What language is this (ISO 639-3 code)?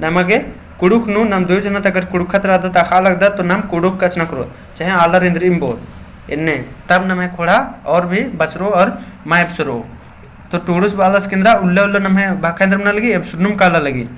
kru